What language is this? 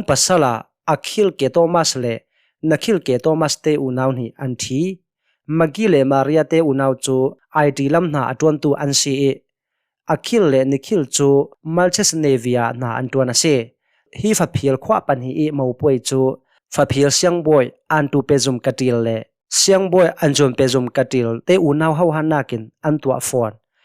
Hakha Chin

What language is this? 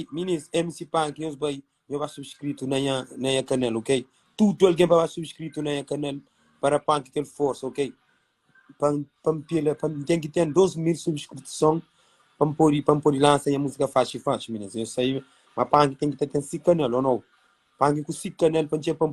Kabuverdianu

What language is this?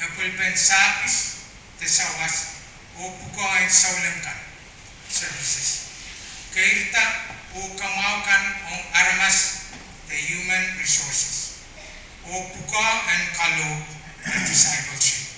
Pohnpeian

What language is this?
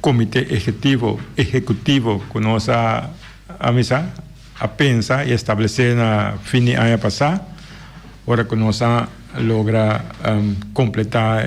Papiamento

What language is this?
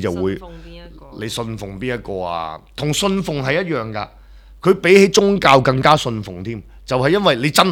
Cantonese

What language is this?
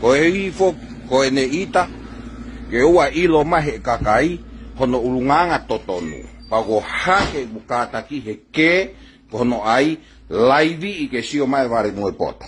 Tongan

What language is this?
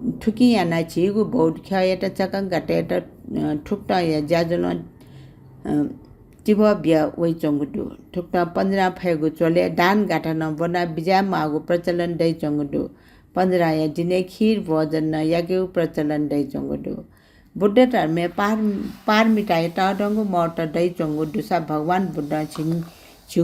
Newari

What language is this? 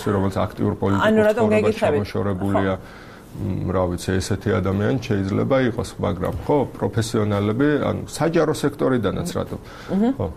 Georgian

